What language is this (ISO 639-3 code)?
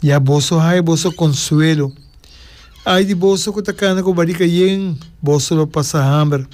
pap